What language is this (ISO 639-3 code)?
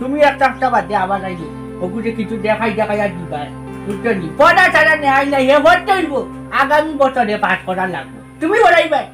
syl